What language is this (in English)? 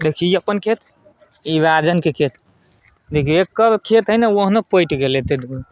Maithili